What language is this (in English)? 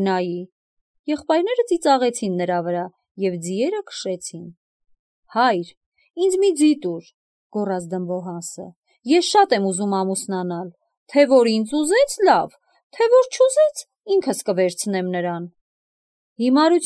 Armenian